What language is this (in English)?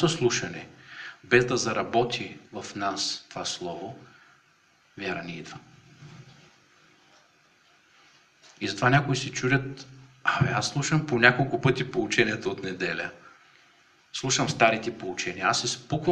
Bulgarian